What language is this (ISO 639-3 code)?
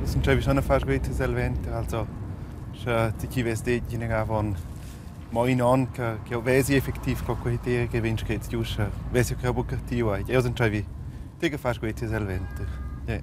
roh